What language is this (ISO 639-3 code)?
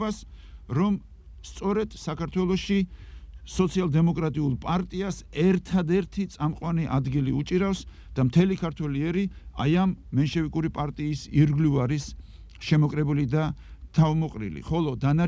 kat